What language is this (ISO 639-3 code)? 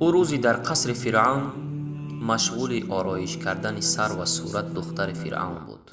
tgk